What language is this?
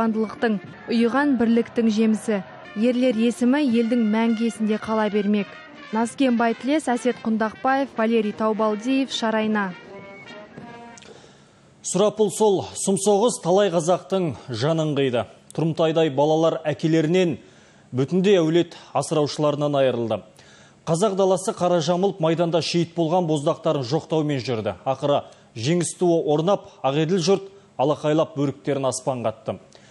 Kazakh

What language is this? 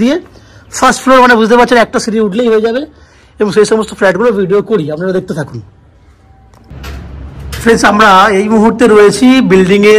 Bangla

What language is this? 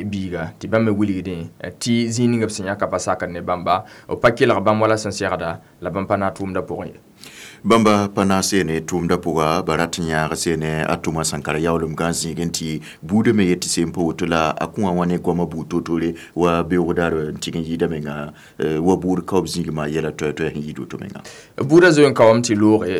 Mossi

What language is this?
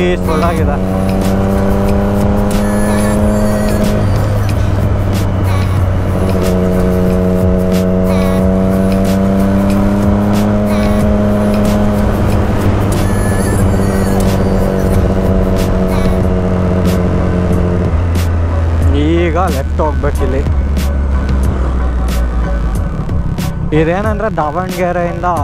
Kannada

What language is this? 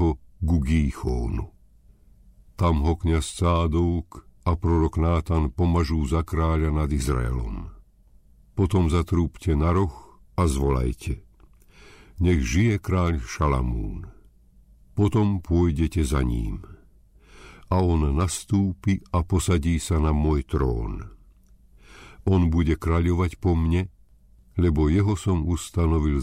Slovak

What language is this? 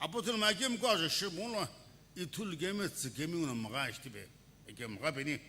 Sumi Naga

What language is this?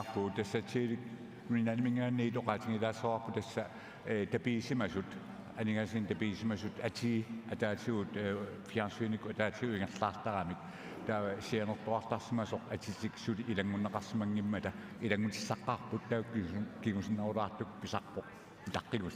Kalaallisut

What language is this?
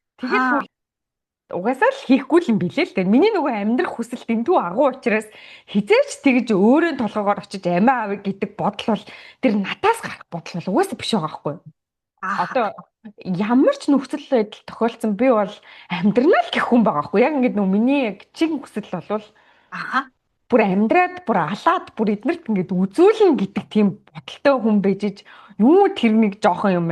Mongolian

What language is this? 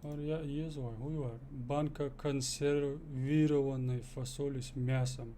Chechen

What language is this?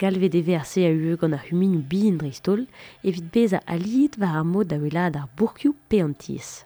Breton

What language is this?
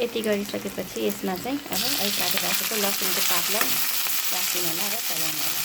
Nepali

